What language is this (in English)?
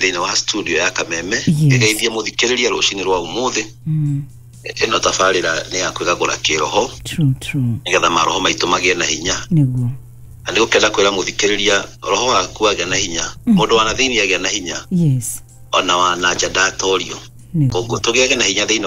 Kikuyu